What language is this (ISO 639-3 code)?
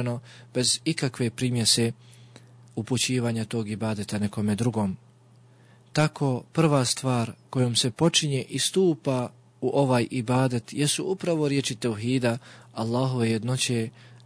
bos